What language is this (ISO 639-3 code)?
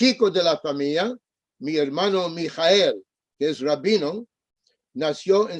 lad